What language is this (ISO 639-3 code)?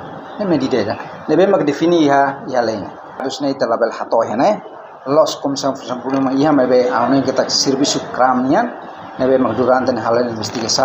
tet